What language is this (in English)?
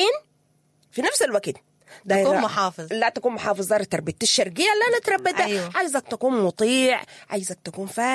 Sudanese Arabic